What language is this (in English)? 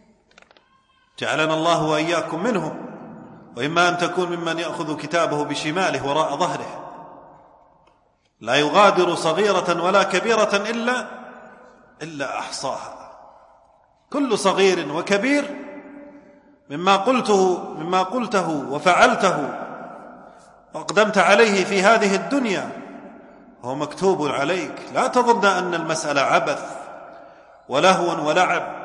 Arabic